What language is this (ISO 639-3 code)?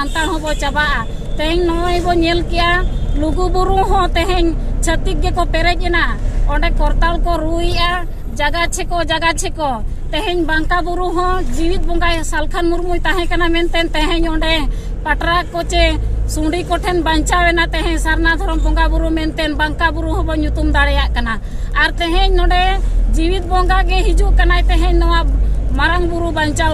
sat